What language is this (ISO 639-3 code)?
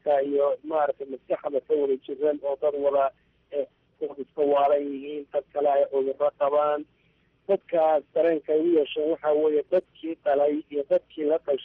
som